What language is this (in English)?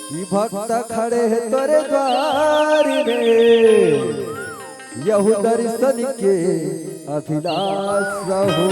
Chhattisgarhi